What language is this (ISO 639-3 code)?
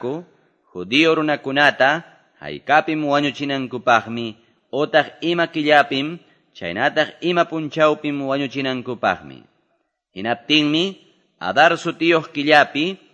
que